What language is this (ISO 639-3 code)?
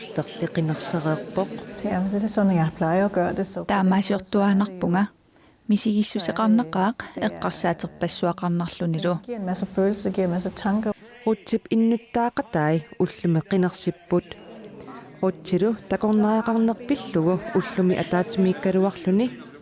kal